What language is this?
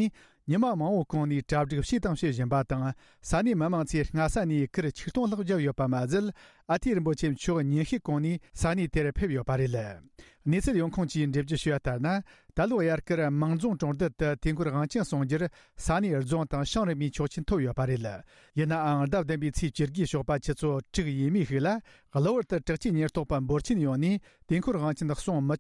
Tibetan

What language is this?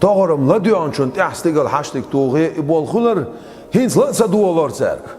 Chechen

